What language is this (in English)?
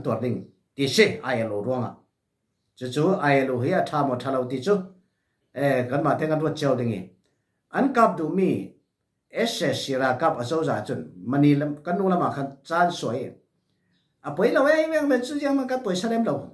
Falam Chin